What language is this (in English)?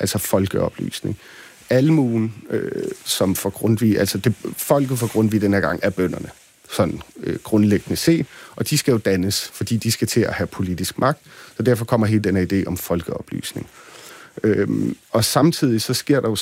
Danish